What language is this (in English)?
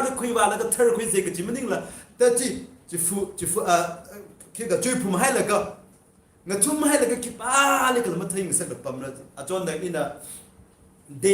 Tangkhul Naga (India)